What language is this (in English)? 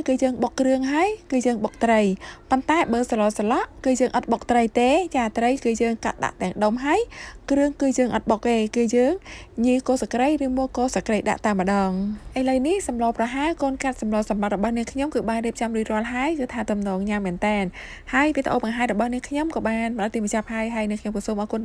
Khmer